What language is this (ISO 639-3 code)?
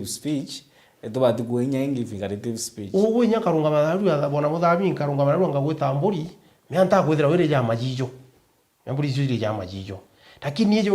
mer